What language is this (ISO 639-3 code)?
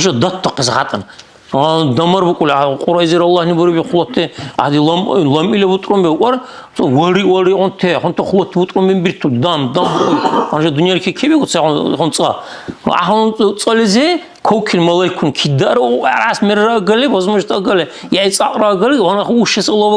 dar